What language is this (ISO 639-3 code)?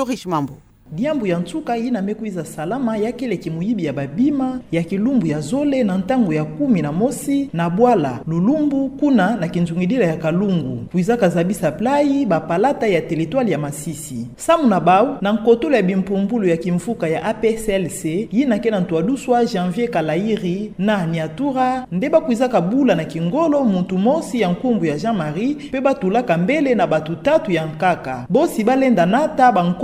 ktu